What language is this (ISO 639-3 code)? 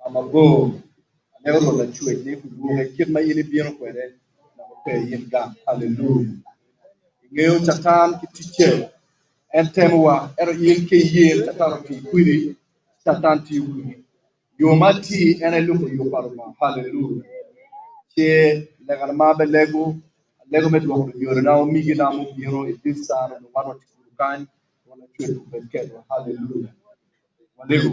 ach